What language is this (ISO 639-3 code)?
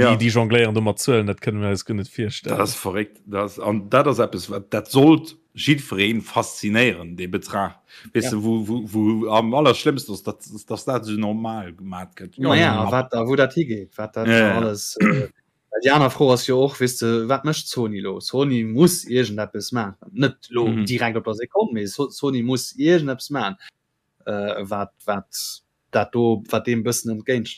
ltz